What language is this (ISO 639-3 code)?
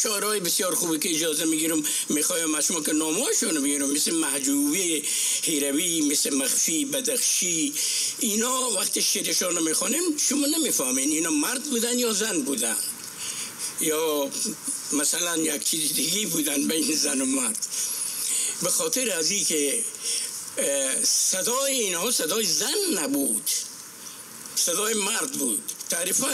fas